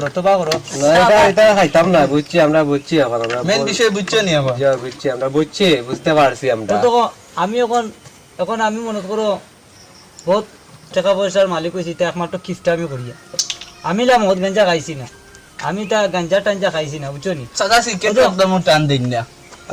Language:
Sylheti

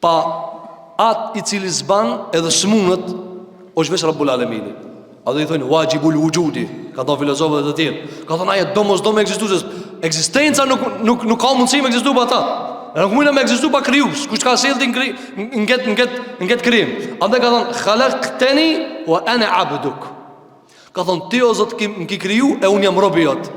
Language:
Albanian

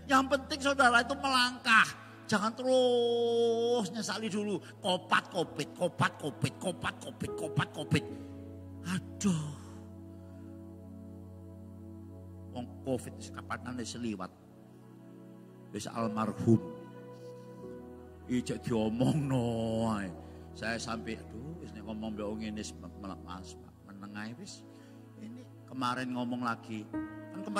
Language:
Indonesian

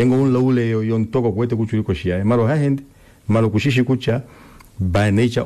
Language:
Kuanyama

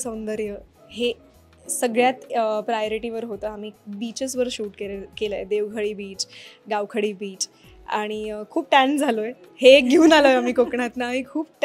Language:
Marathi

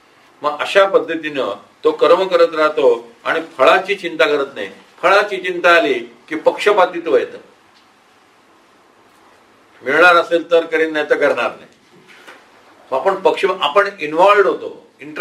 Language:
Marathi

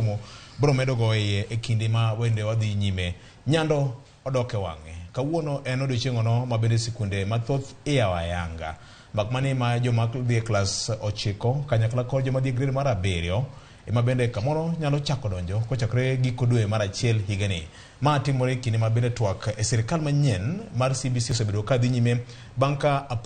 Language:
Luo (Kenya and Tanzania)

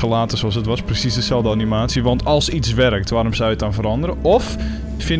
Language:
Dutch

